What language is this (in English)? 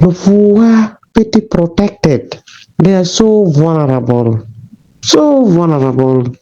Acoli